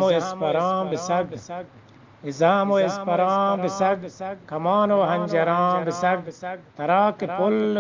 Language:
Eastern Balochi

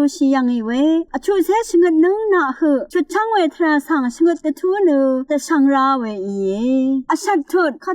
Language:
Rawang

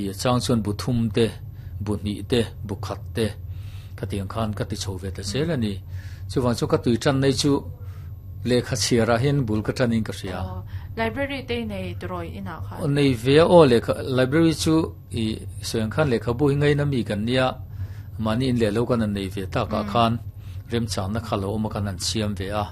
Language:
Mizo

